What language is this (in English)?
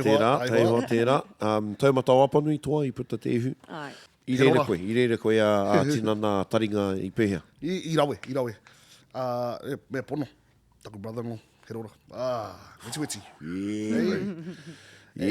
Māori